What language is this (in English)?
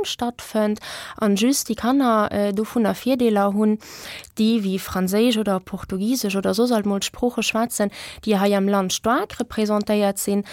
Luxembourgish